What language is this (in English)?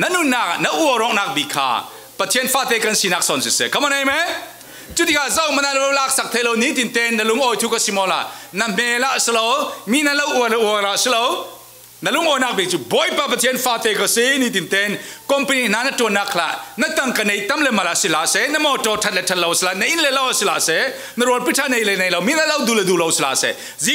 Falam Chin